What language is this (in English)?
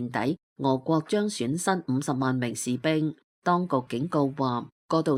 Cantonese